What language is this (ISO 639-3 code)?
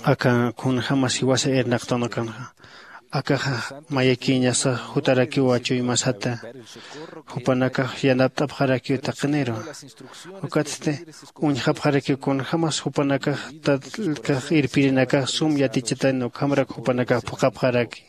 aym